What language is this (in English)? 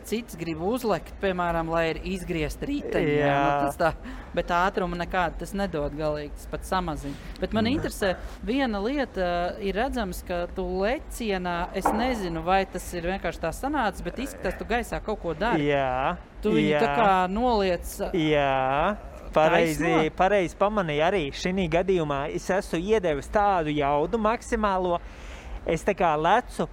Latvian